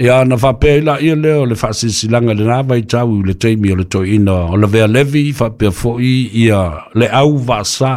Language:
Samoan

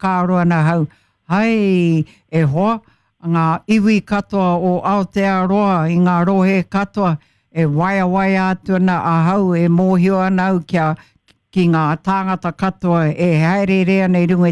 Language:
Māori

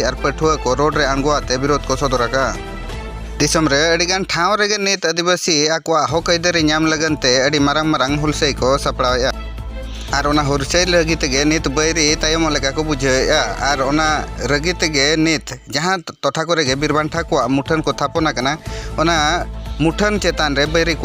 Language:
Santali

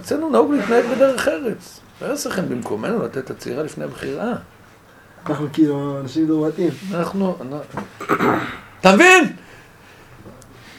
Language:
Hebrew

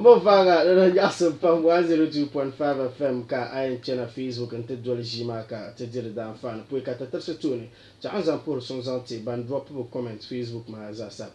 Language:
Dagbani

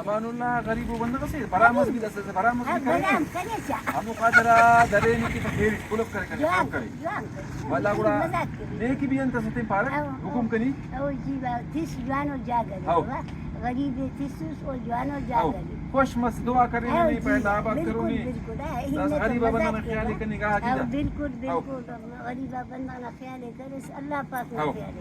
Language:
Brahui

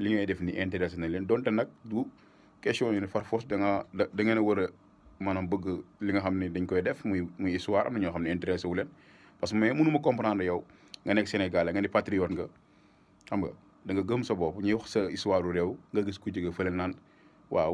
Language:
Wolof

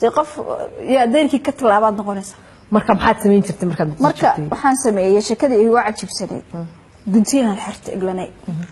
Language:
Somali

